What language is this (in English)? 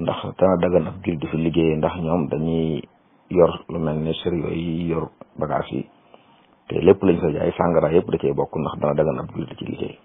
Wolof